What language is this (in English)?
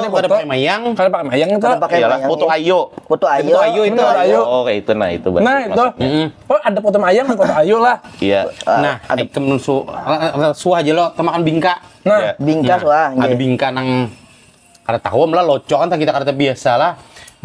Banjar